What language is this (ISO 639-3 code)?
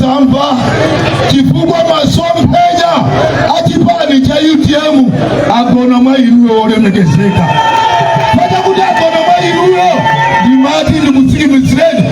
nya